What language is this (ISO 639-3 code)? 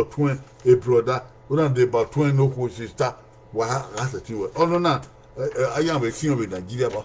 bin